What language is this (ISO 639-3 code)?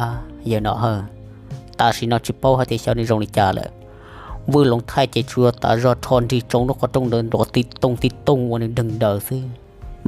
hmn